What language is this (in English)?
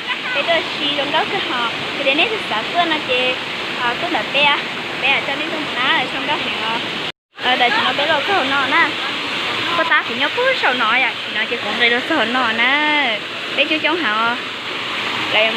Hmong